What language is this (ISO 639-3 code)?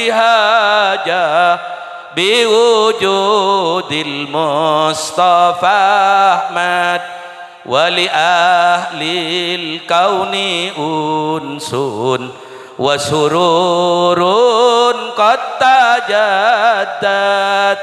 mad